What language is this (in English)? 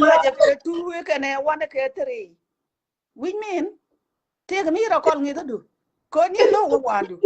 Nuer